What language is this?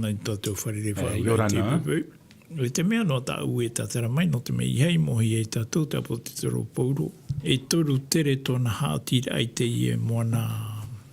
Tahitian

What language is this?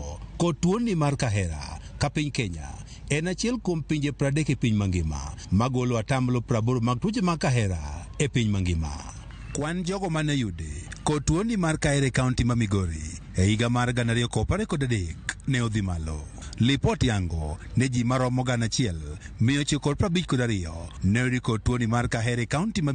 Luo (Kenya and Tanzania)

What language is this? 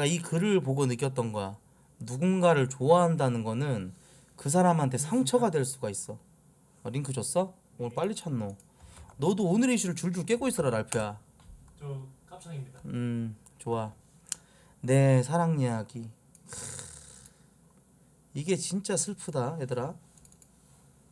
Korean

